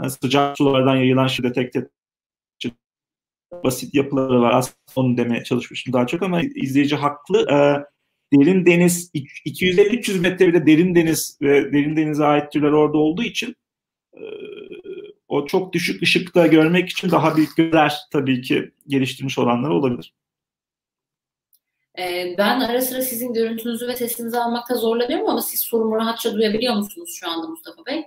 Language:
Turkish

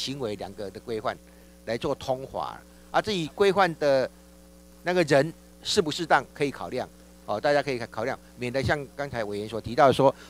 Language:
Chinese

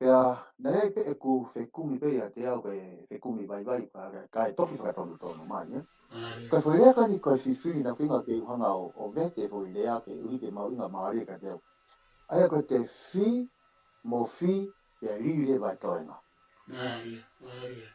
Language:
Tongan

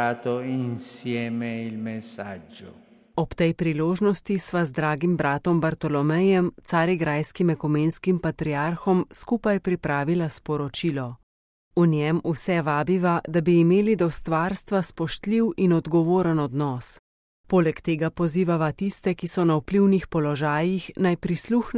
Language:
Slovenian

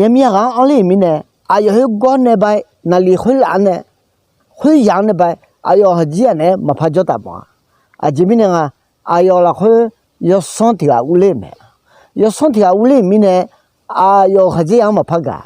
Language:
Akha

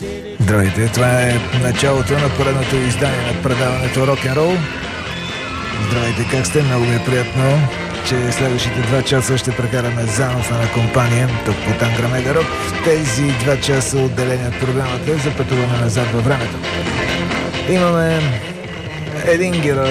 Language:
Bulgarian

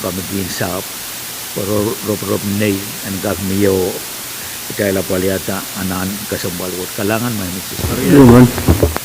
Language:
Pohnpeian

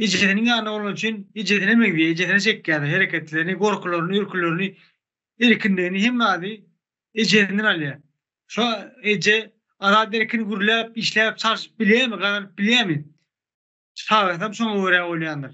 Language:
Turkmen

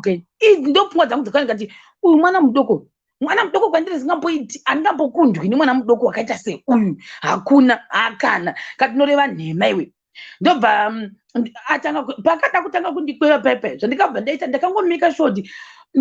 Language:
Shona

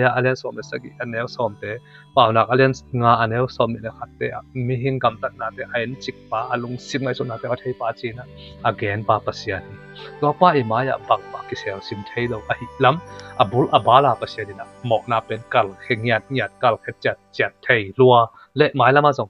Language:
Tedim Chin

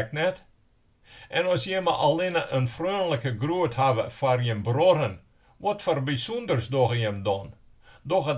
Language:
Western Frisian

